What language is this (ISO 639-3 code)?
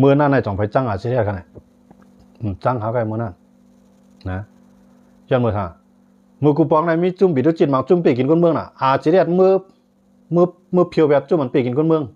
shn